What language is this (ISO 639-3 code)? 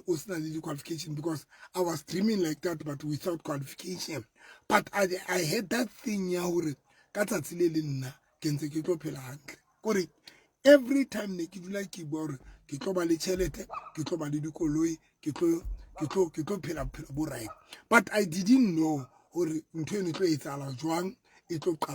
sot